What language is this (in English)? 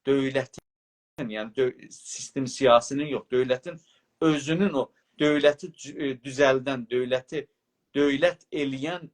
South Azerbaijani